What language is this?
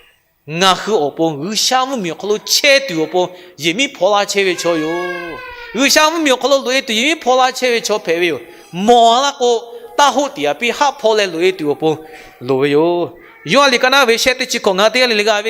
Lahu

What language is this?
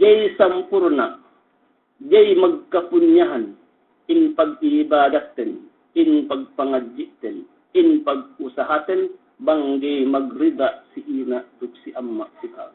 Yakan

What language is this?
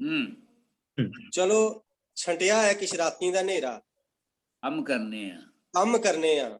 Dogri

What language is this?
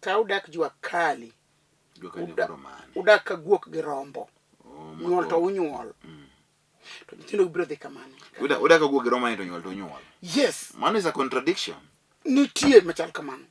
Luo (Kenya and Tanzania)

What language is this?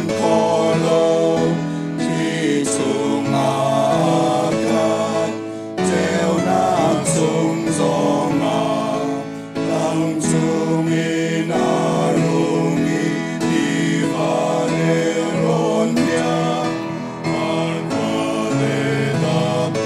Hakha Chin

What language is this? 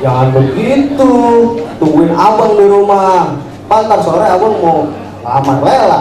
Betawi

